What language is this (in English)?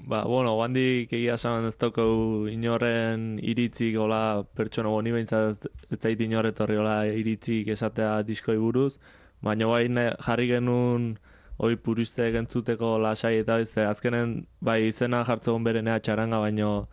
Basque